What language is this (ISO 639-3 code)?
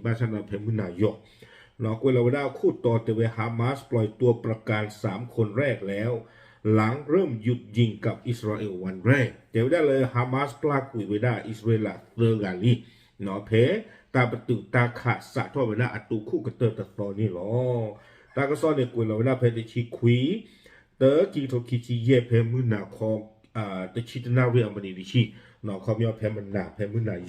ksw